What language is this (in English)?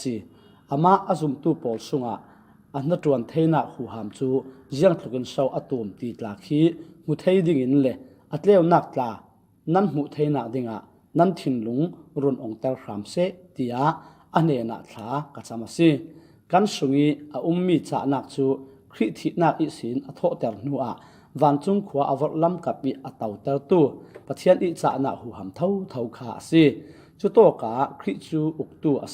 Falam Chin